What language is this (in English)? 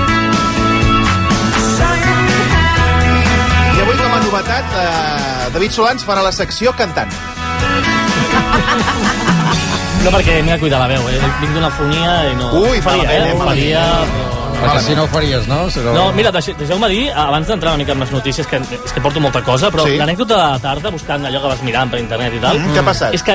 Catalan